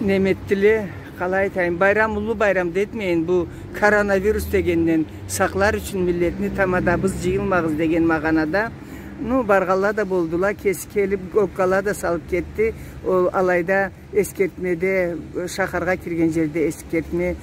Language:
Karachay-Balkar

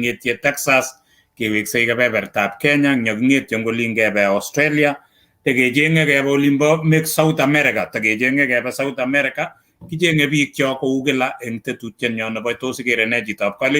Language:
Kalenjin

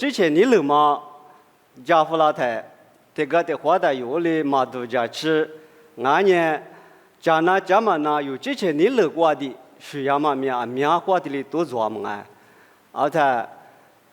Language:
Lisu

